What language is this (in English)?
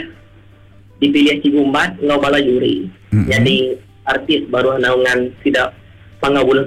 Iban